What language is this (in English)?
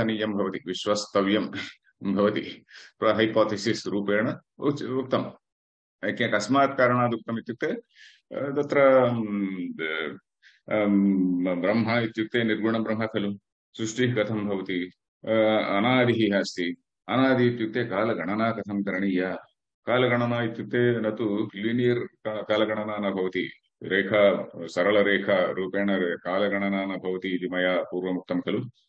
Sanskrit